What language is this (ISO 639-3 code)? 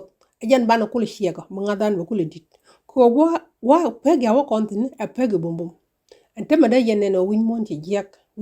nus